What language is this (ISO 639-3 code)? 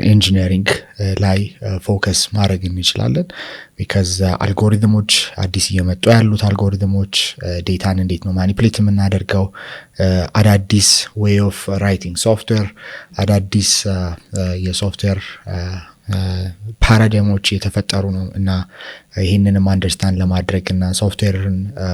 amh